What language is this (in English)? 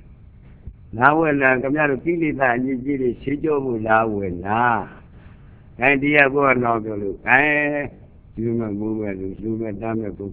Burmese